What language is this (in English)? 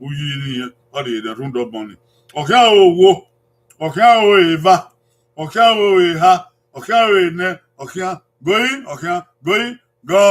Bini